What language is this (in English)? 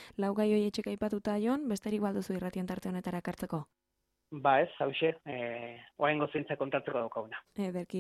Basque